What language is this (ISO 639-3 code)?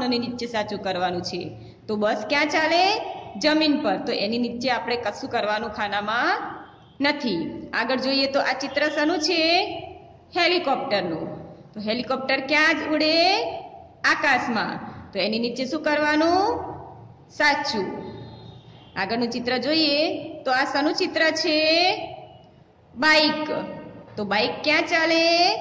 guj